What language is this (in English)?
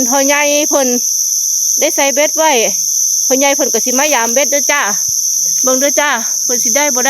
Northeastern Thai